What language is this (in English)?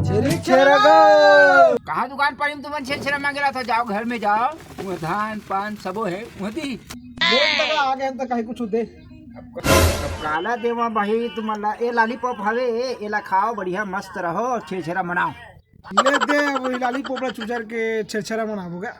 Chhattisgarhi